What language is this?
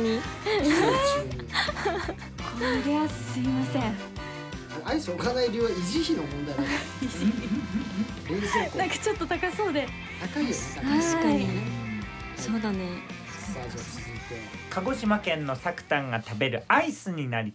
Japanese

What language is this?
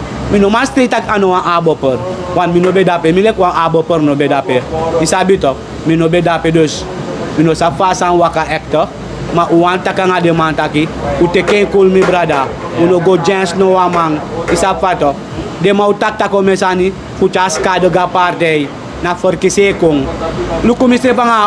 Sranan Tongo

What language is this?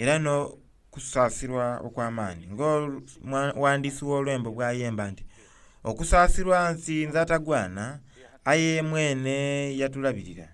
Soga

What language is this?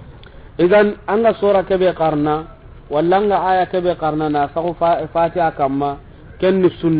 Soninke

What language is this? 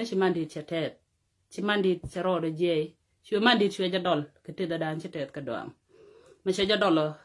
Nuer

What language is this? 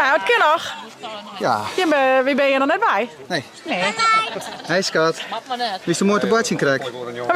Western Frisian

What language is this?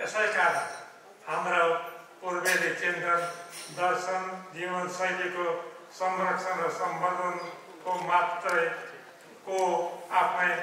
Nepali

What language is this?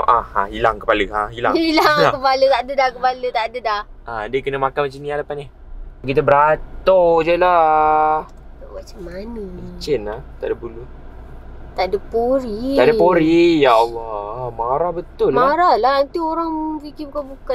Malay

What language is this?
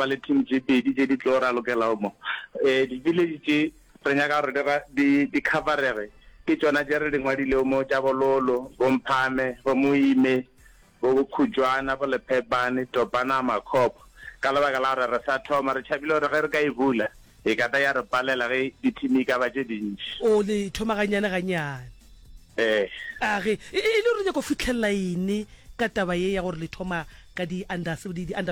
Northern Sotho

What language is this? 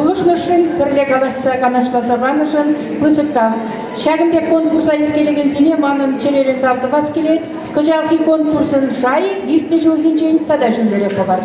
Chuvash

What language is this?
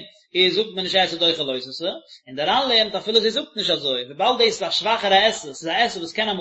Yiddish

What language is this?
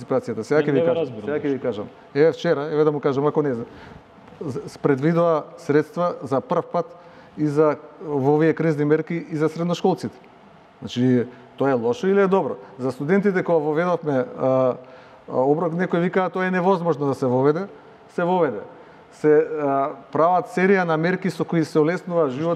Macedonian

